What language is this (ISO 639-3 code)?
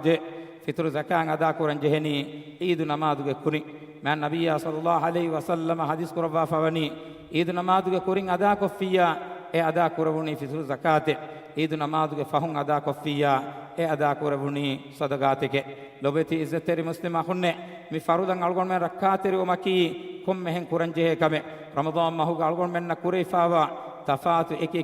div